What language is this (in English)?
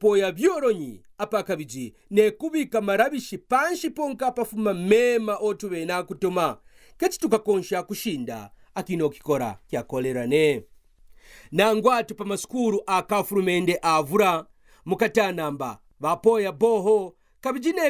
Kaonde